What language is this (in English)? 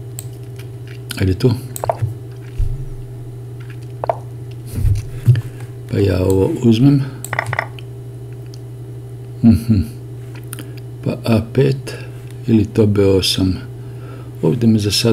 Croatian